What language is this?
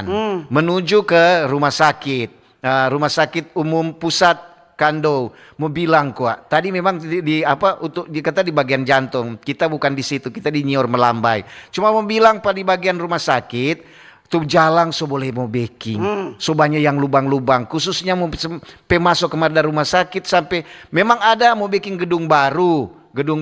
Manado Malay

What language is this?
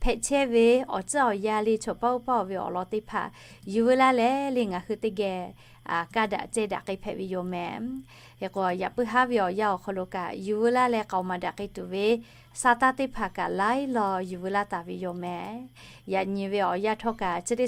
Lahu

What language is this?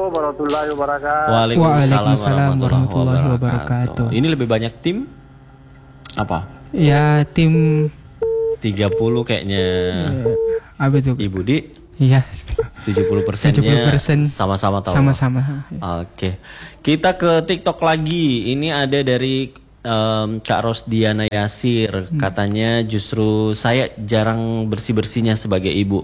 Indonesian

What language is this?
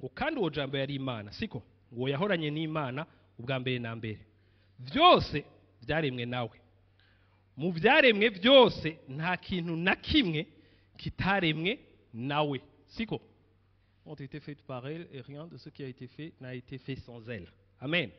Rundi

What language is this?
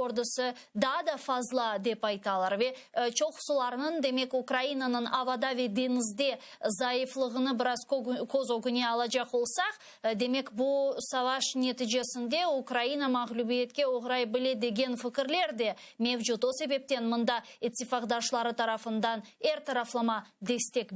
Crimean Tatar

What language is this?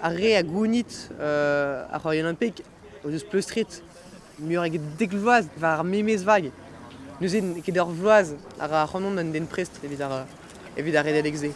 Breton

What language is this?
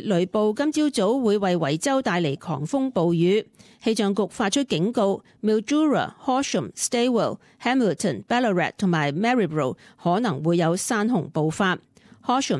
Cantonese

